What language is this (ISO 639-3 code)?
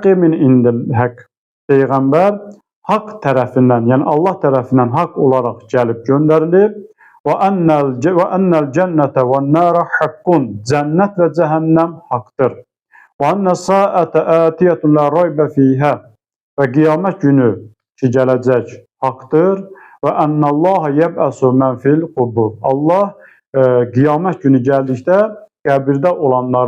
aze